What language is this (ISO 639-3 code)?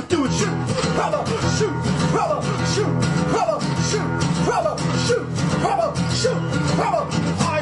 eng